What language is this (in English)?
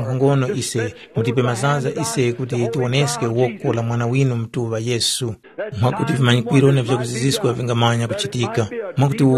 Tumbuka